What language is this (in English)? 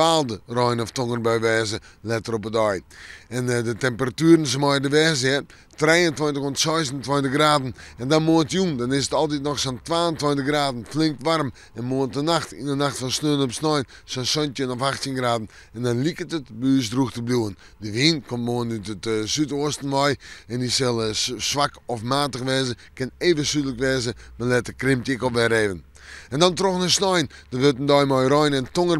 Western Frisian